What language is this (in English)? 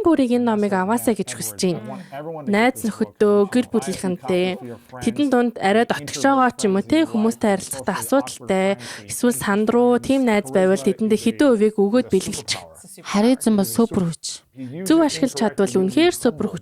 Mongolian